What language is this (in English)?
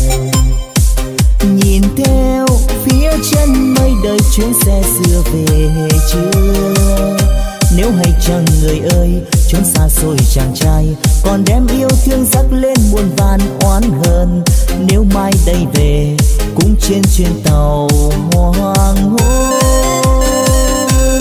Vietnamese